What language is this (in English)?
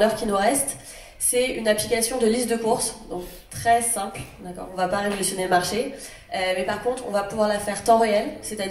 French